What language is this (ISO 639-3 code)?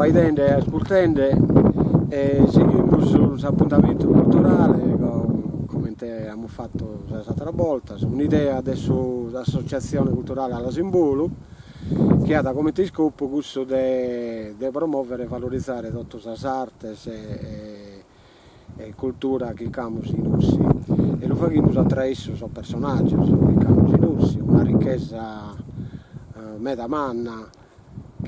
srd